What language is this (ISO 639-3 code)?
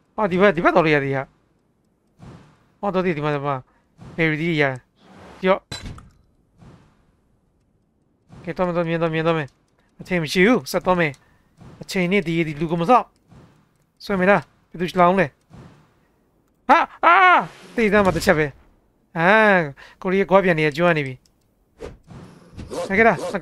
mya